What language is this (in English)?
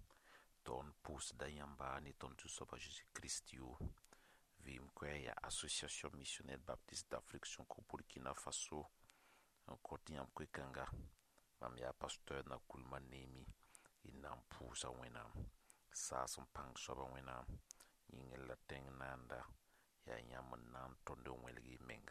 Mossi